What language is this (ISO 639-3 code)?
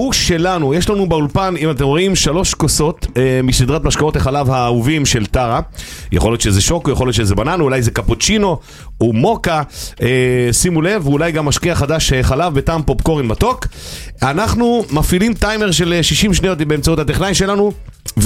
heb